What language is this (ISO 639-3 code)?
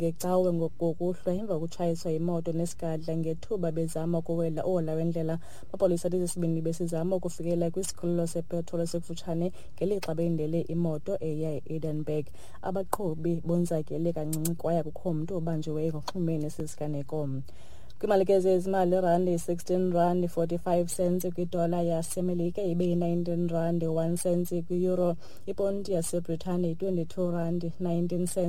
xho